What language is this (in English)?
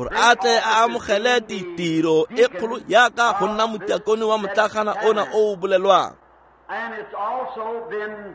Tswana